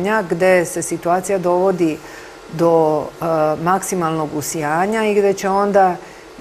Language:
Serbian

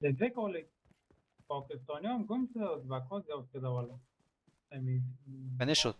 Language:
Persian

